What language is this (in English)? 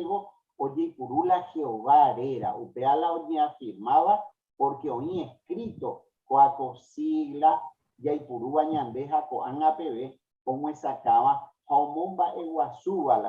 Guarani